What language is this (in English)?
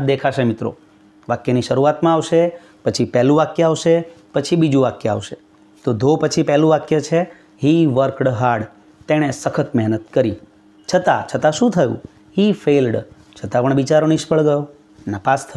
Gujarati